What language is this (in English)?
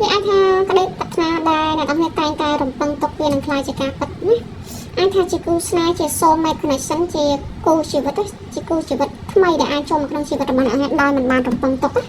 Khmer